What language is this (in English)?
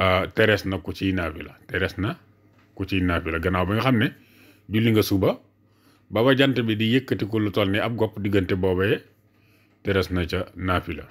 Wolof